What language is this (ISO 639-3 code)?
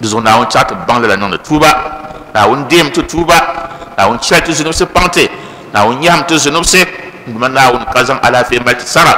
dag